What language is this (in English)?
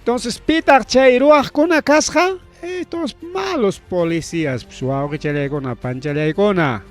Ayacucho Quechua